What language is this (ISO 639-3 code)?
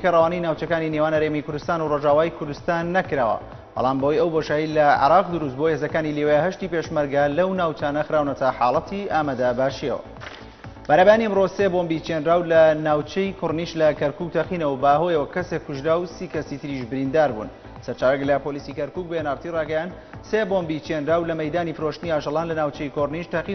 ckb